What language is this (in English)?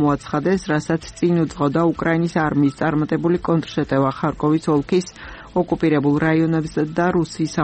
Georgian